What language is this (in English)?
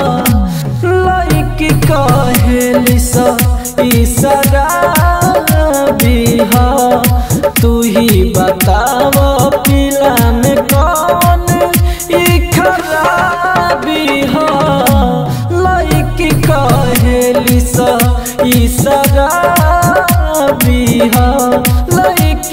Bhojpuri